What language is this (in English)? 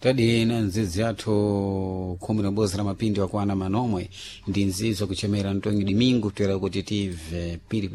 Sena